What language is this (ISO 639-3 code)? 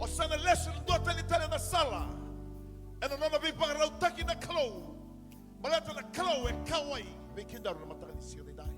fij